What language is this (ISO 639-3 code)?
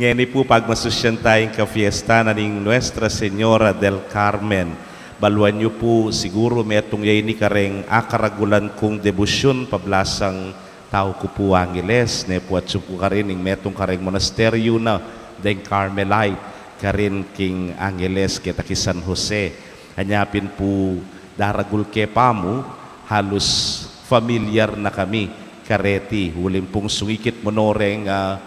pam